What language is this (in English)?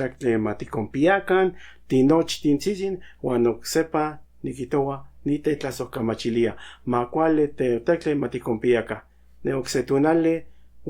Central Nahuatl